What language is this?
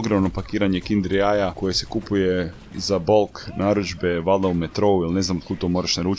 Croatian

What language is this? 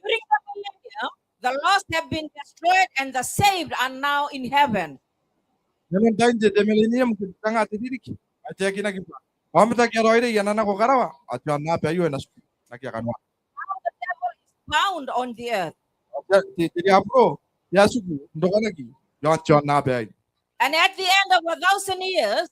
Gilbertese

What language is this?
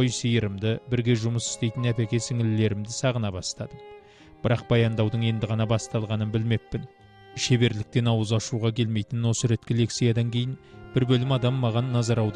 Kazakh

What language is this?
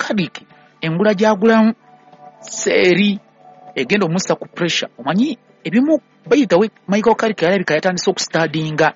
Ganda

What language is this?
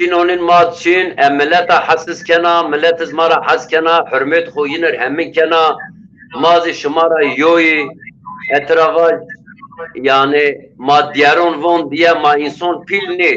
Zaza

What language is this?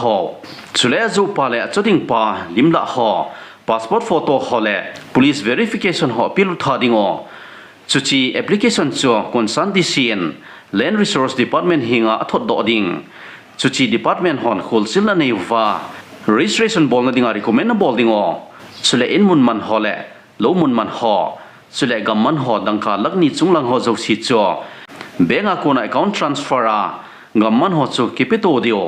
Thado Chin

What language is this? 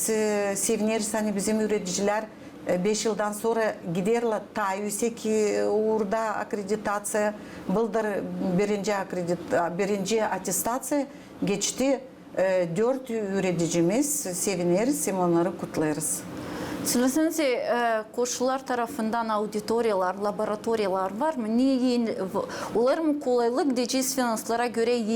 Gagauz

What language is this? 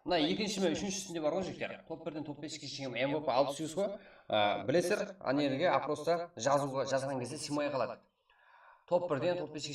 Kara-Kalpak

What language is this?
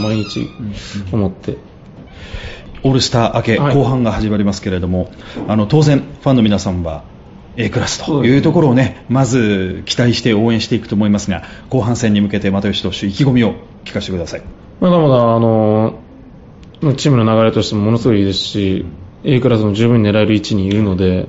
Japanese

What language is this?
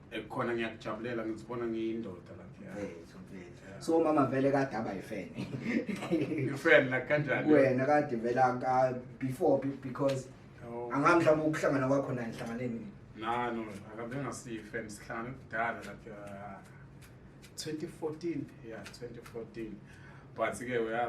Zulu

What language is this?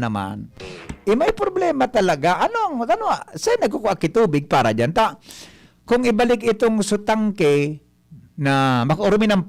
Bikol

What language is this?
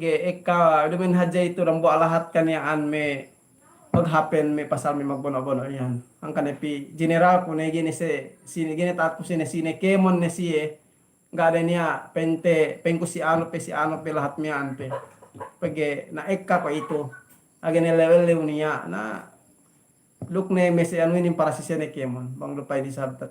Yakan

